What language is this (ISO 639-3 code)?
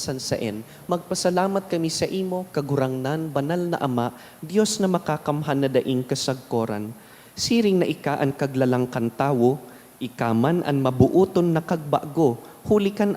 bik